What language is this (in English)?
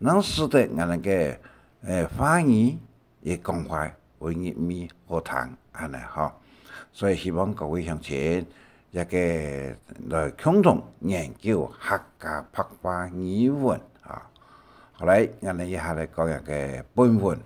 Hakka Chinese